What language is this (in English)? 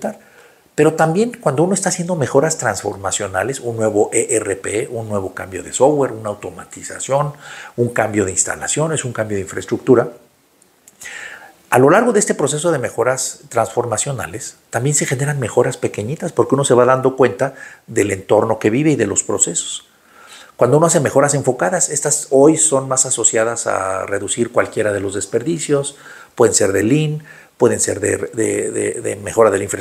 Spanish